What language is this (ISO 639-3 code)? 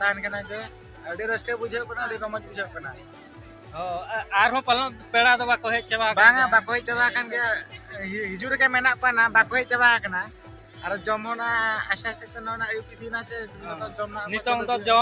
sat